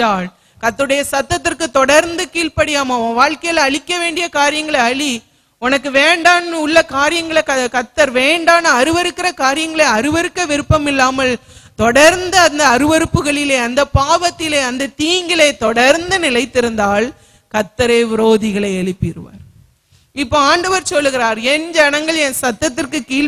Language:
Tamil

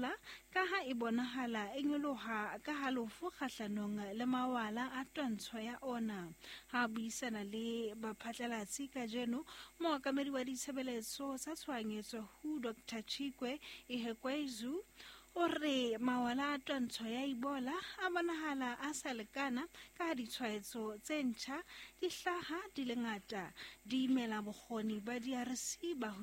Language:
Southern Sotho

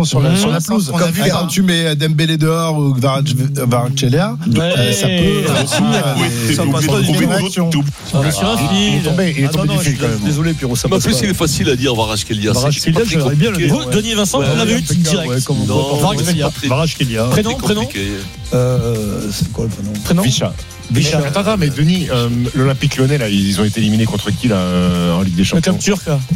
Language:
French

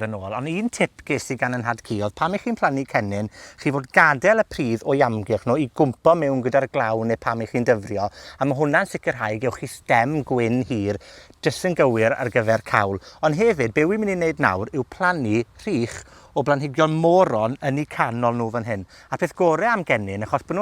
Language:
Welsh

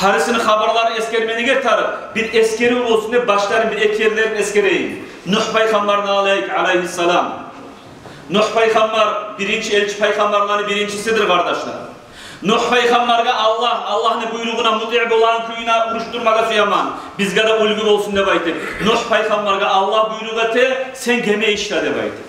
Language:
Kumyk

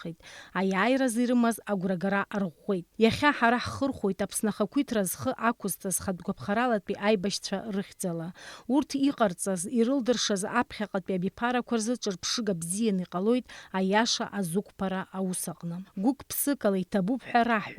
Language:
Abkhazian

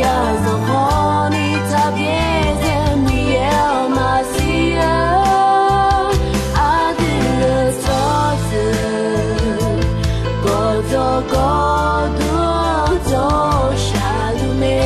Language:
Akha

